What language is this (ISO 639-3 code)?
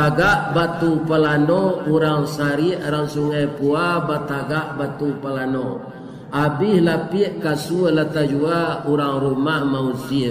min